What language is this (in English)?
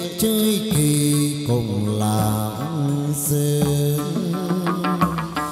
Vietnamese